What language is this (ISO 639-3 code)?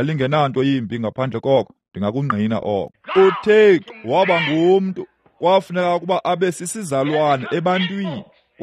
xho